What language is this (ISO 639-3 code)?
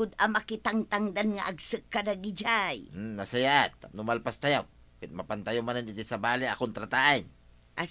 ilo